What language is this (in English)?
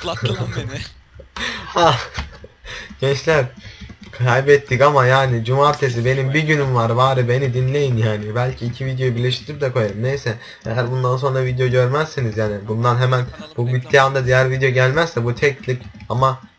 Turkish